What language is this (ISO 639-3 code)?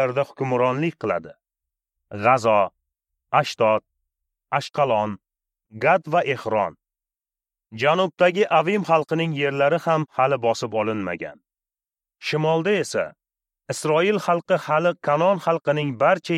uzb